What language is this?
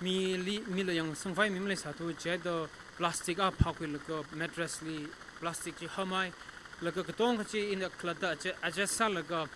Tangkhul Naga (India)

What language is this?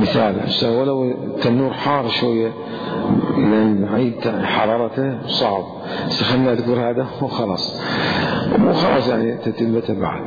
Mesopotamian Arabic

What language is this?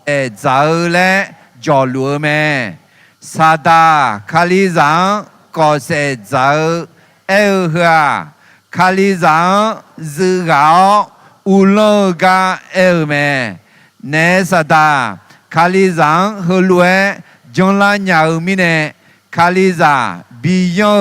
Akha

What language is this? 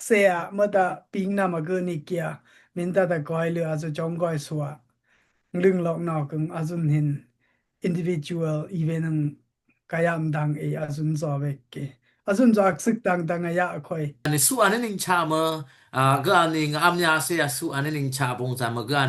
Dimasa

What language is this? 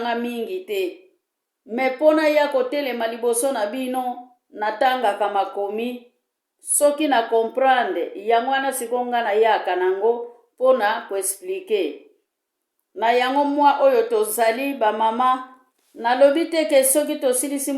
Lingala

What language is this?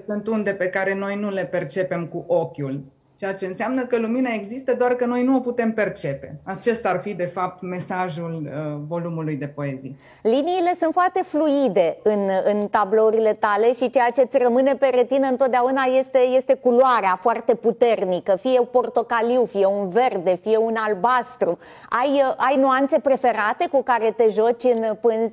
Romanian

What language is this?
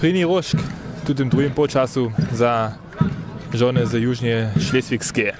Upper Sorbian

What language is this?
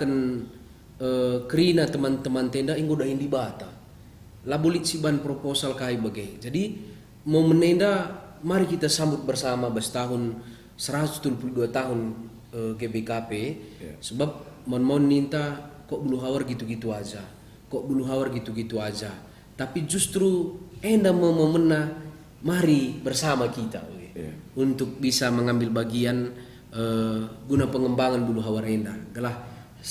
Batak Karo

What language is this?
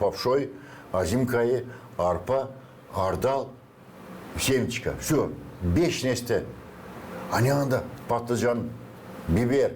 Gagauz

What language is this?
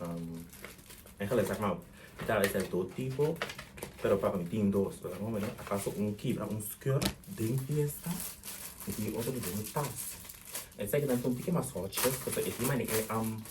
Papiamento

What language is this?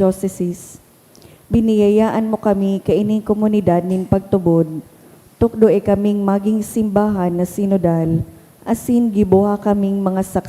Bikol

